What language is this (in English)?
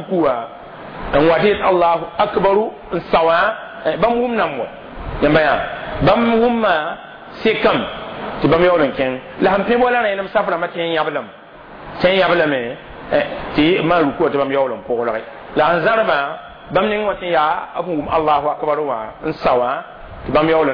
Mossi